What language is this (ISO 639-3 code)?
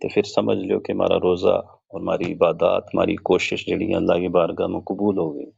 gju